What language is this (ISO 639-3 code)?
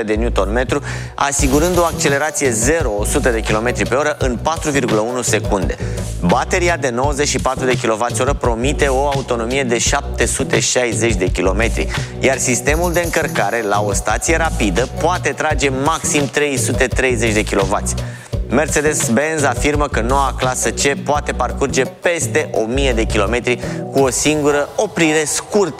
ron